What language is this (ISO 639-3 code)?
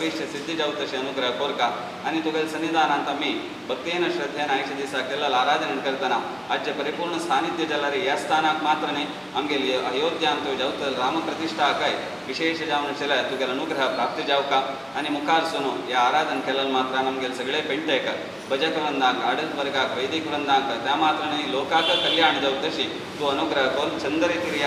kok